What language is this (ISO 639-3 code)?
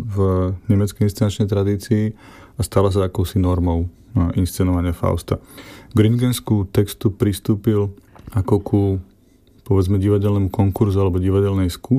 slk